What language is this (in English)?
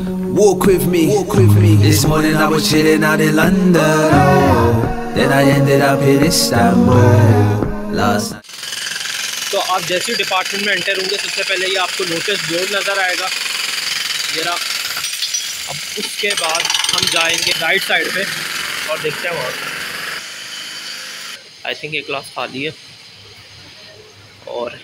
Hindi